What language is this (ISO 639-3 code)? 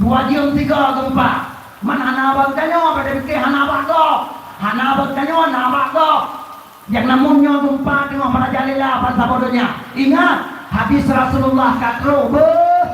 ace